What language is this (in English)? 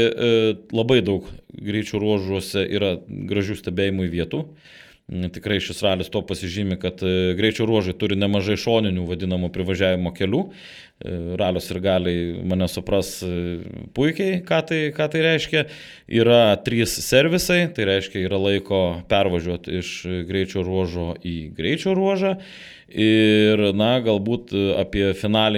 Lithuanian